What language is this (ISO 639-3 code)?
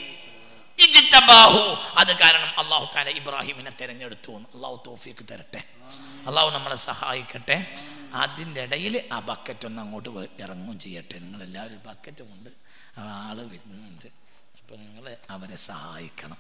mal